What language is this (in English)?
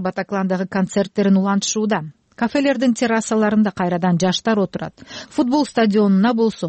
Kyrgyz